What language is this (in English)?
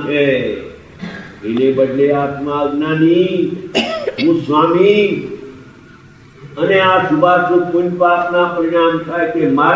Gujarati